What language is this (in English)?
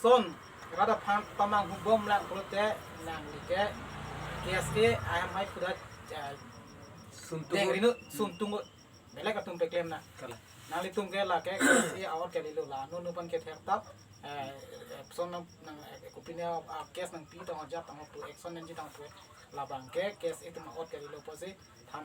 Karbi